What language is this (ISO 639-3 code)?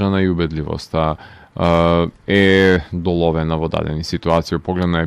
mkd